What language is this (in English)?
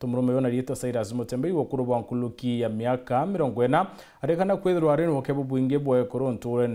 Meru